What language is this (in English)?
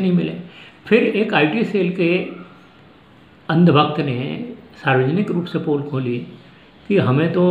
Hindi